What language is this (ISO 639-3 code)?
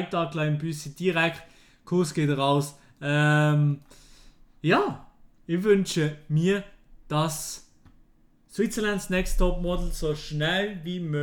gsw